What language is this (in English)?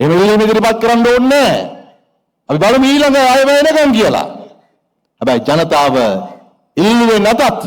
Sinhala